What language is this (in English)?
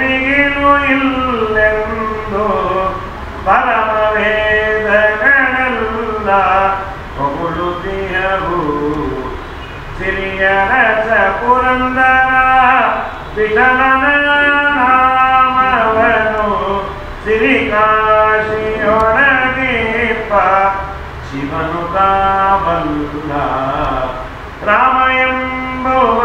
Kannada